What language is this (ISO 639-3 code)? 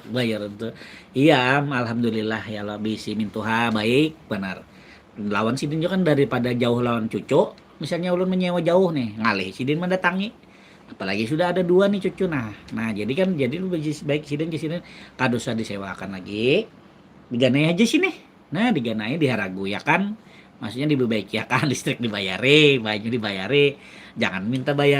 bjn